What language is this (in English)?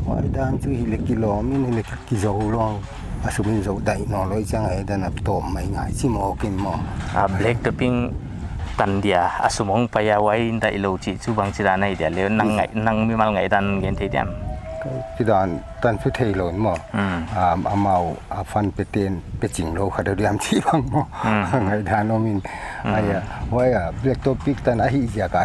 Paite Chin